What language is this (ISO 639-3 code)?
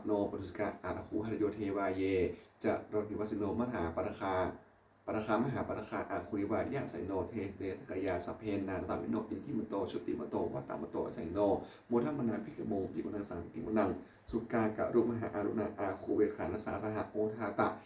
pli